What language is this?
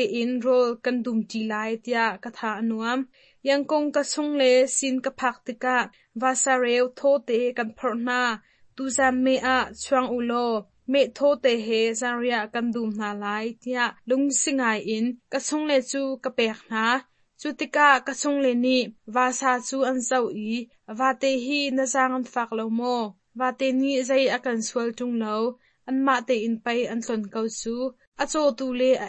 Hakha Chin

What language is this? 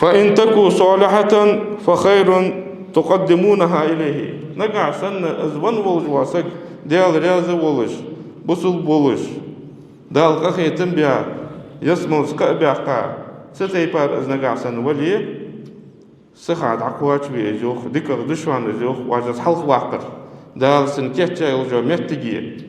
Ingush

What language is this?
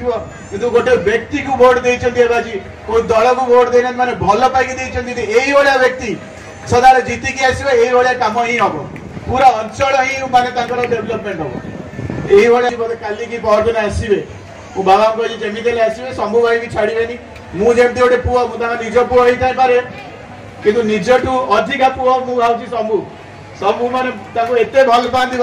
Odia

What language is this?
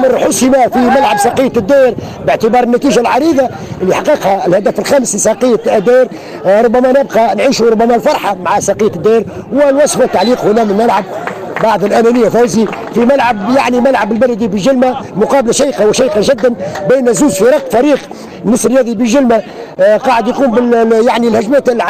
Tunisian Arabic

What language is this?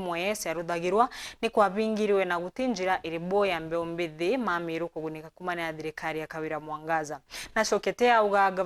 Meru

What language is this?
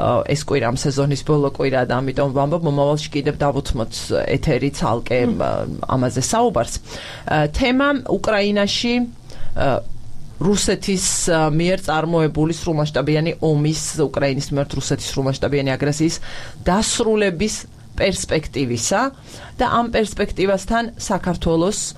Georgian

